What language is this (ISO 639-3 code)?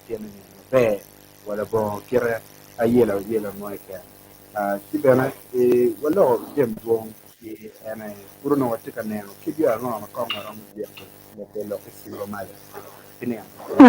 ach